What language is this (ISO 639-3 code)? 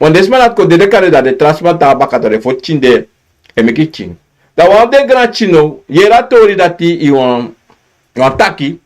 srn